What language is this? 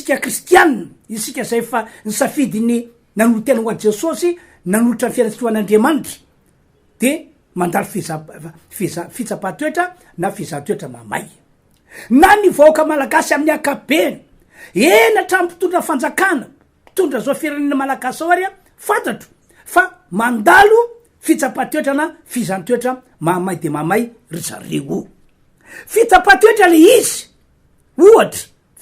Malagasy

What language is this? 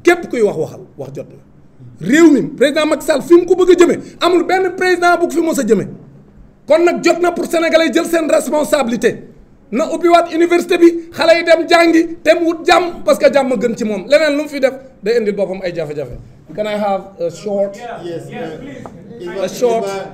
Wolof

